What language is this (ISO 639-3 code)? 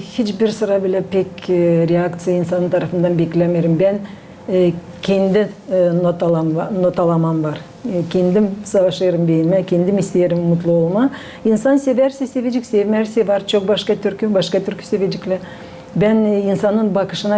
gag